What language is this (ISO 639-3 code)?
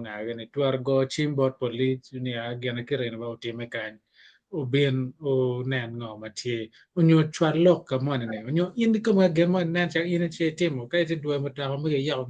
ach